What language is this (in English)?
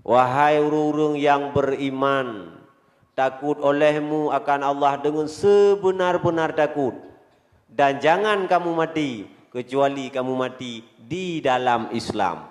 Achinese